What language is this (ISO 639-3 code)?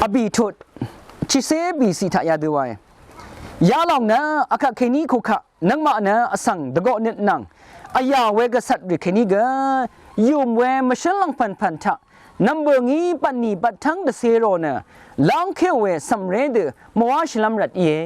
raw